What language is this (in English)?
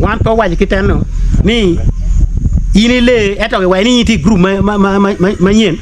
Acoli